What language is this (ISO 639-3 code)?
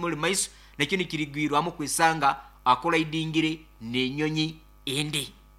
nyo